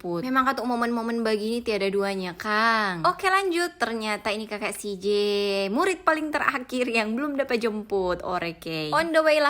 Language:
Manado Malay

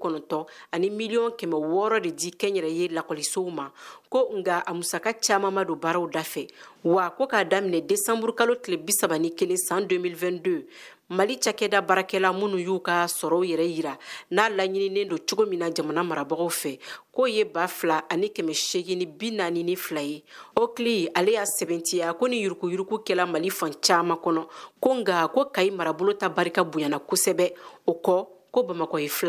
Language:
Bambara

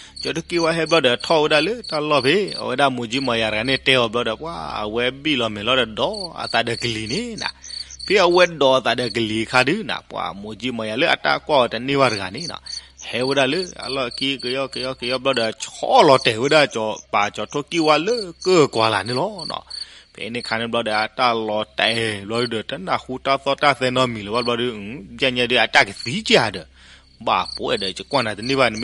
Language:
S'gaw Karen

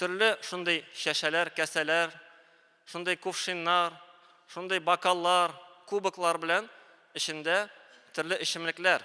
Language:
Tatar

